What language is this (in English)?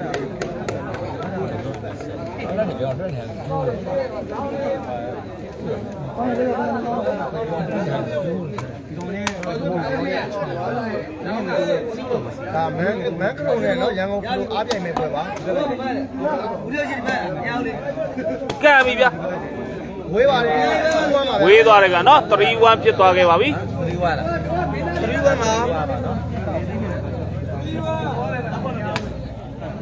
Burmese